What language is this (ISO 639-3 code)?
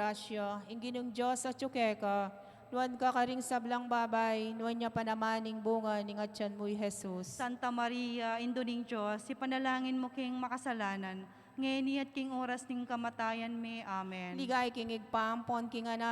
pam